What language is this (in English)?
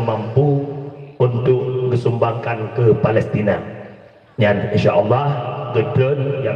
Achinese